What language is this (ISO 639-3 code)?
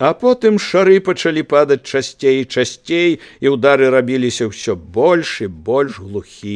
bel